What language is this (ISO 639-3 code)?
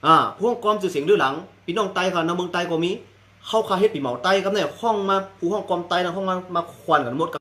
shn